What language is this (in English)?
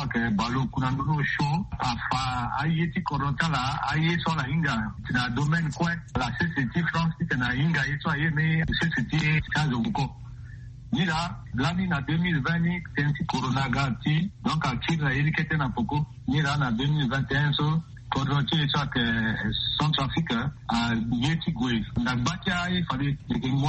Sango